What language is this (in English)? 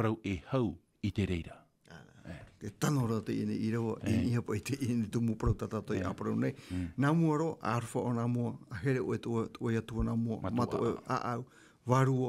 Tahitian